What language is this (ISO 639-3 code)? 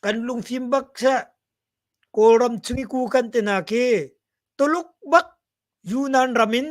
cnh